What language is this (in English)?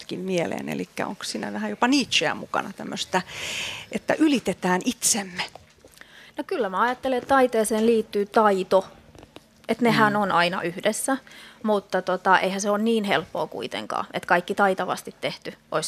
Finnish